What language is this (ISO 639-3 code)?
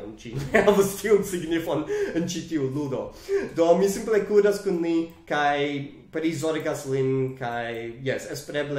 epo